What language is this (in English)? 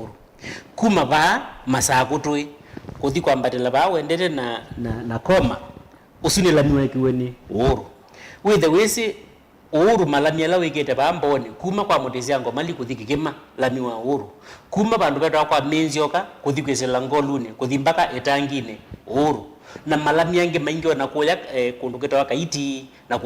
Kamba